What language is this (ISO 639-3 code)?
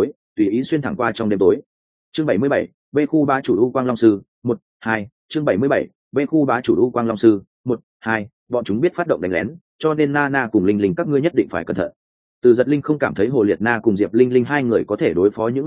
vie